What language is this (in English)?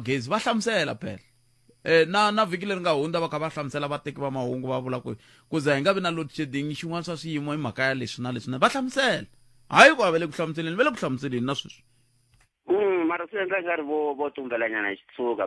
Tsonga